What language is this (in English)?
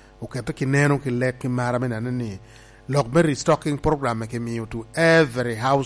Lango (Uganda)